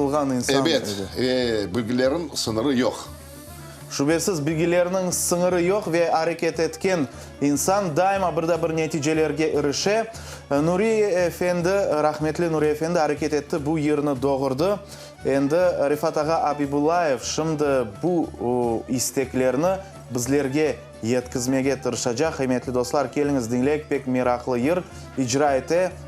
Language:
Crimean Tatar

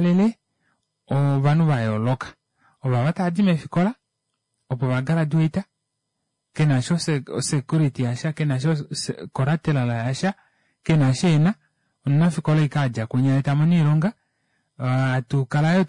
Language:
Kuanyama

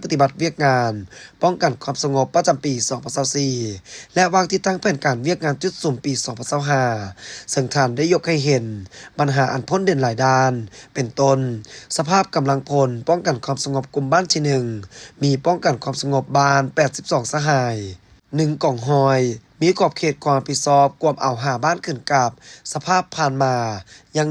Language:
Lao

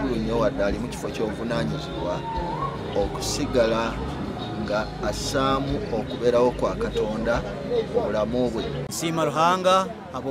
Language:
Nyankole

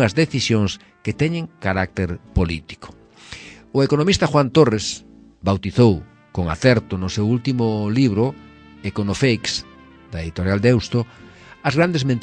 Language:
Galician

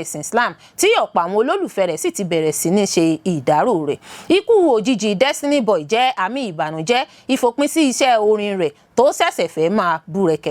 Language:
Yoruba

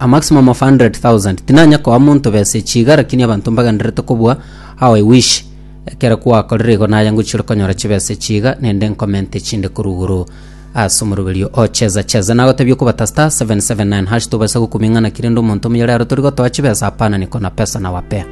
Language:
Gusii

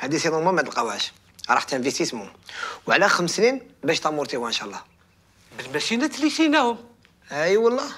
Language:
Algerian Arabic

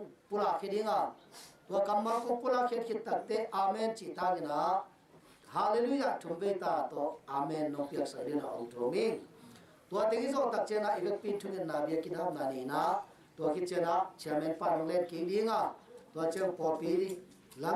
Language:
Tedim Chin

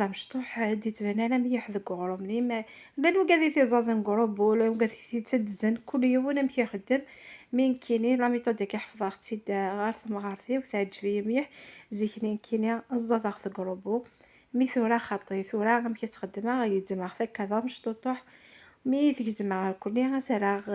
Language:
Kabyle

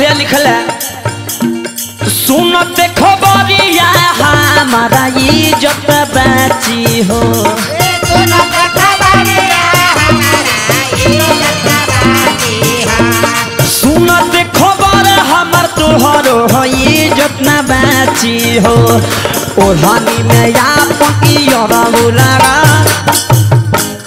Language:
Bhojpuri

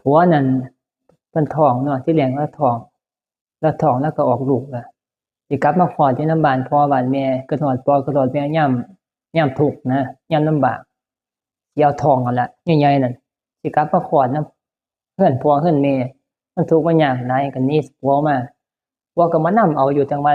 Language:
Northeastern Thai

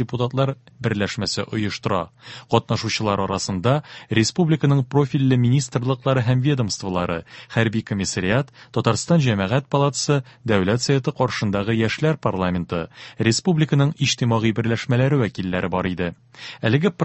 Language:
Tatar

